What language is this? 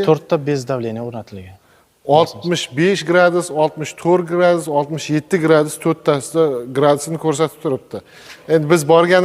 Uzbek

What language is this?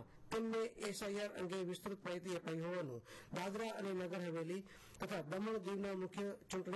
Gujarati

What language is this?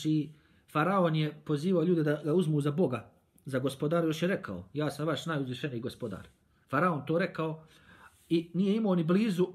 Bosnian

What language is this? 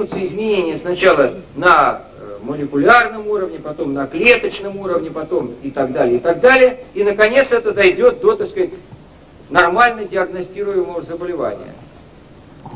Russian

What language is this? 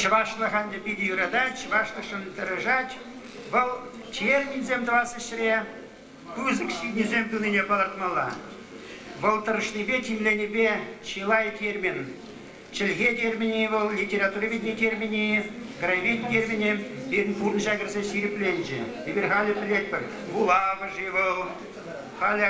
Chuvash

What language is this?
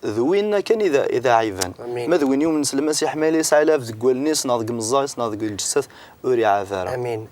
Kabyle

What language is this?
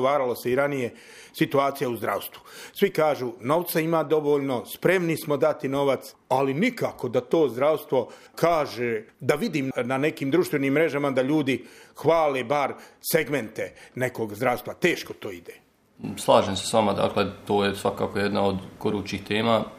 Bosnian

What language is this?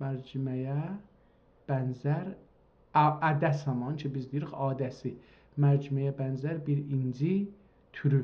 South Azerbaijani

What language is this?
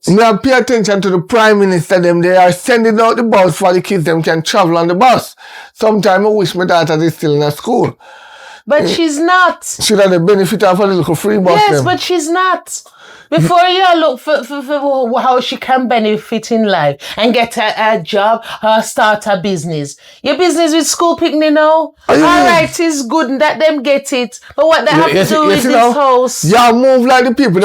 Jamaican Creole English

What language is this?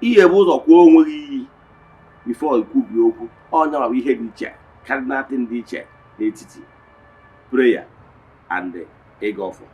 Igbo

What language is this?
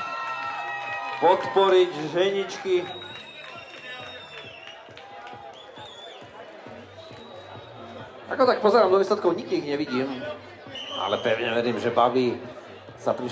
Slovak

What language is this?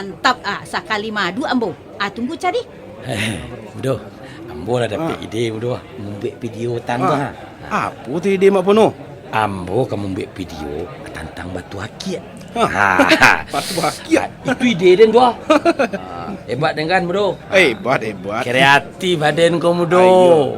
Minangkabau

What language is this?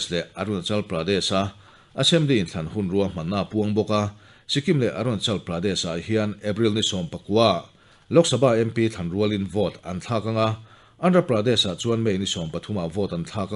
Mizo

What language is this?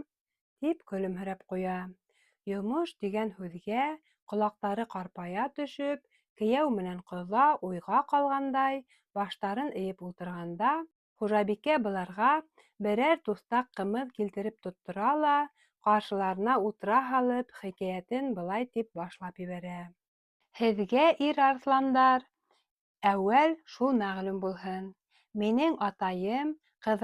Bashkir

